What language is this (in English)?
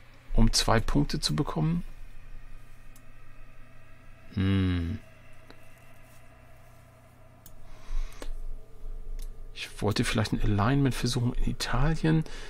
German